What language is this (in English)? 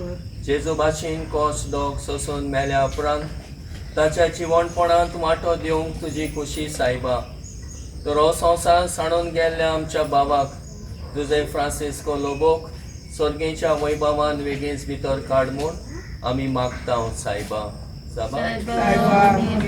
Konkani